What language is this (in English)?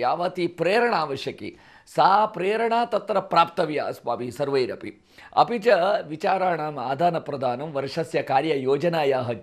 Sanskrit